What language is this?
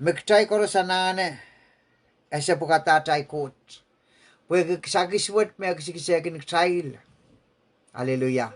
Pohnpeian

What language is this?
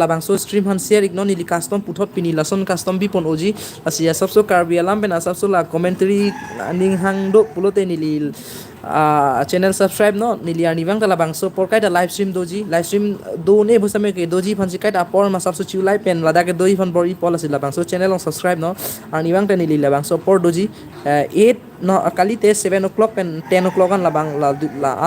Karbi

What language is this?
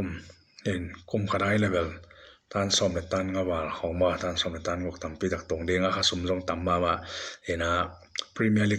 Tedim Chin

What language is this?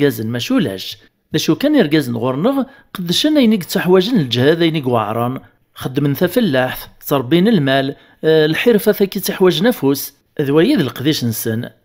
Kabyle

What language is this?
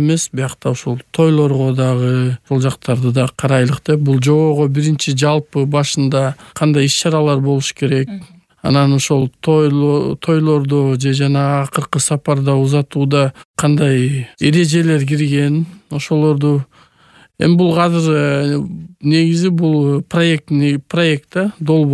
Kyrgyz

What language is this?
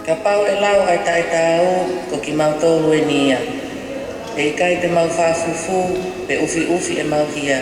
Tongan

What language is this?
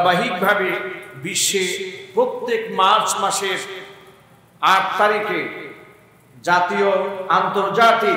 Bangla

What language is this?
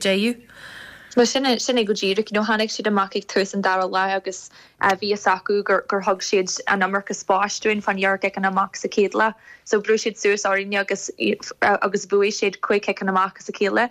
Irish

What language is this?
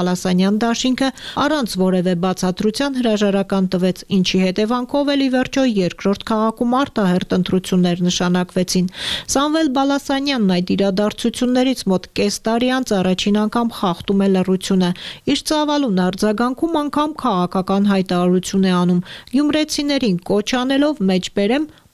Armenian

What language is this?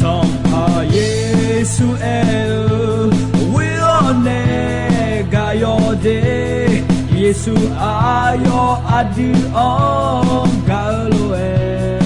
Akha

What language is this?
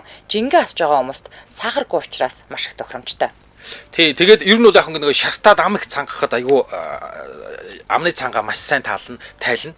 Mongolian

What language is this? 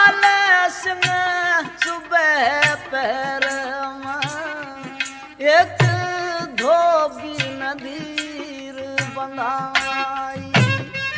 Haryanvi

